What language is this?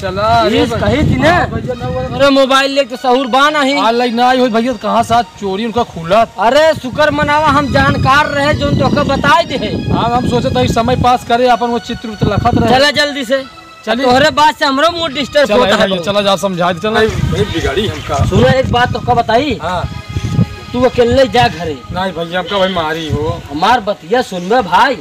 Awadhi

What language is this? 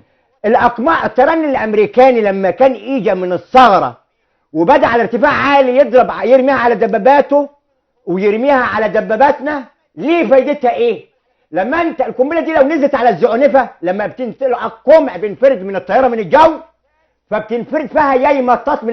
Egyptian Arabic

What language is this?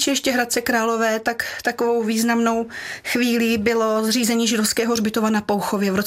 Czech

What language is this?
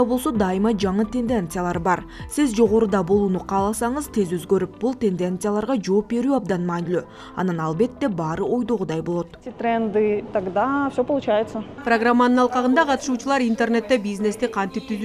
Kyrgyz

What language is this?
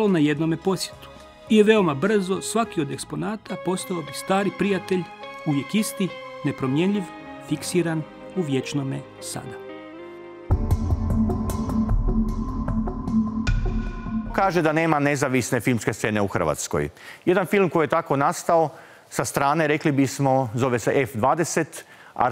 Croatian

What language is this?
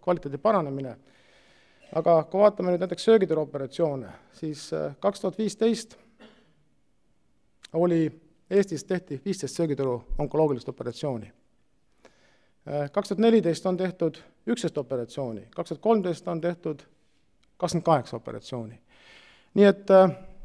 Estonian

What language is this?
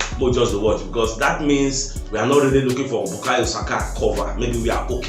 Nigerian Pidgin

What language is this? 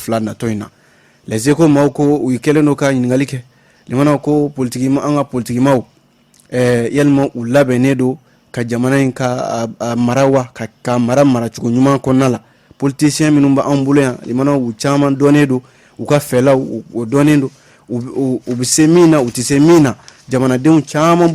Bambara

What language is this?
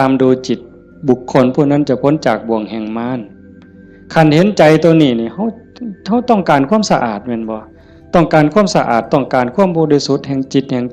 Northeastern Thai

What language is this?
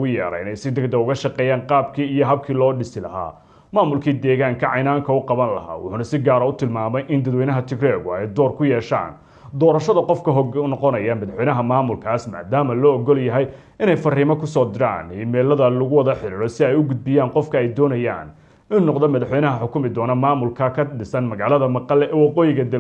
Somali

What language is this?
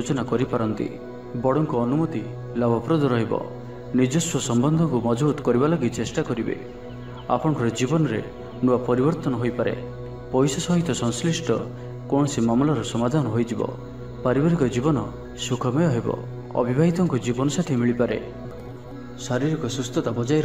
Odia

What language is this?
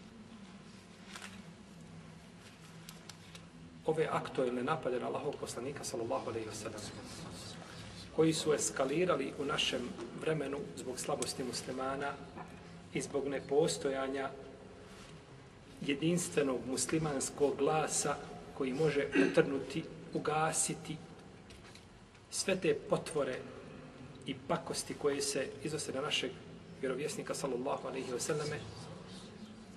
Bosnian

